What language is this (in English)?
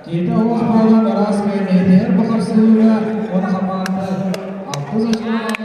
Yakut